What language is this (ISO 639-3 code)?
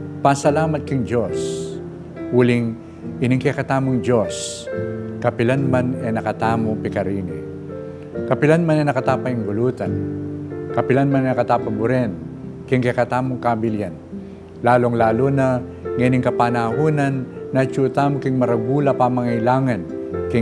pam